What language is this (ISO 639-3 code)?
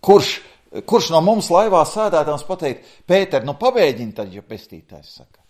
lav